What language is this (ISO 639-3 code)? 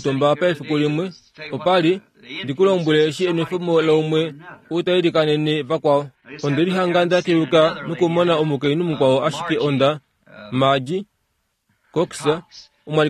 kua